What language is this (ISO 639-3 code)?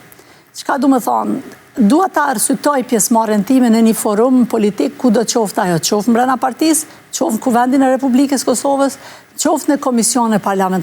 sqi